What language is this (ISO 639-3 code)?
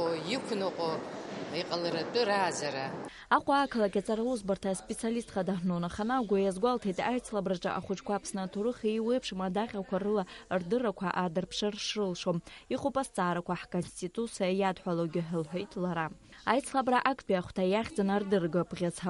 abk